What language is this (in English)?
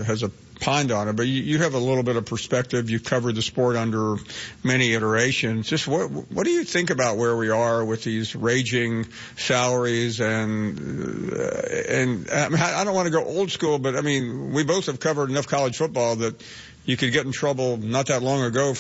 English